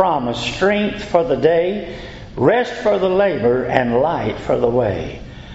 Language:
English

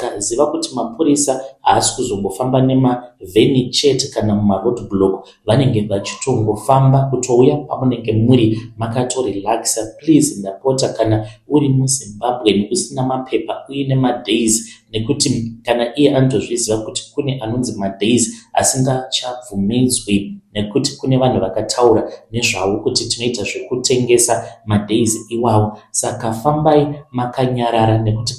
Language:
Shona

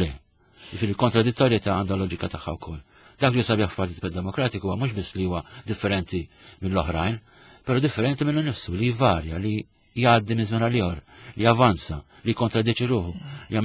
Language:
Maltese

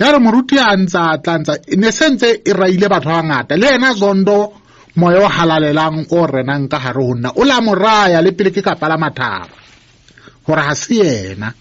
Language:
Southern Sotho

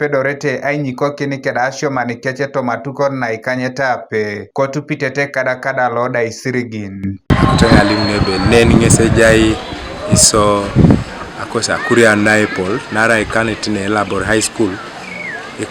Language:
Teso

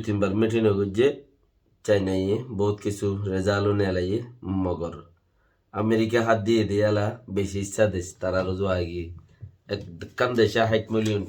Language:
Rohingya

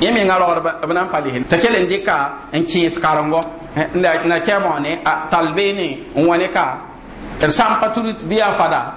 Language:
Mossi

